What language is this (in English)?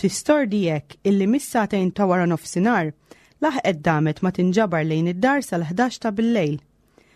Maltese